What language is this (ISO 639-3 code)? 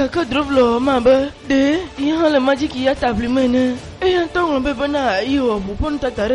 ewe